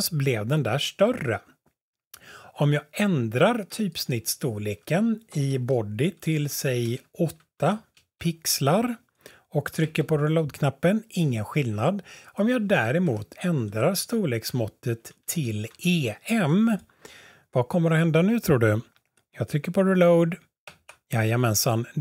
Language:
Swedish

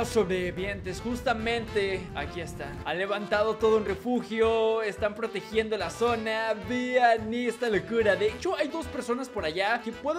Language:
Spanish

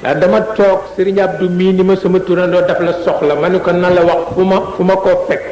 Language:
Wolof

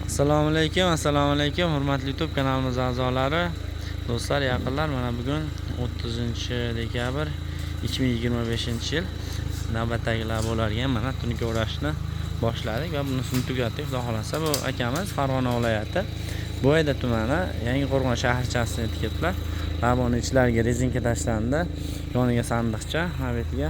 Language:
Uzbek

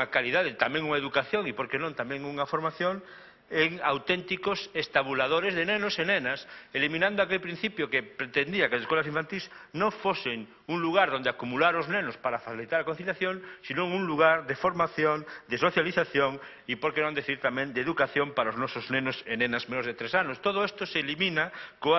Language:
Galician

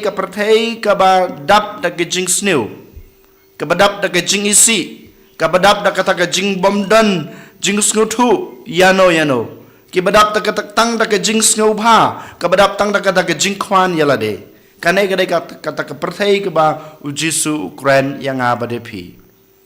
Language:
Khasi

